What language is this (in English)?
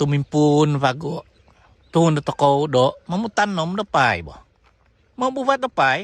Central Dusun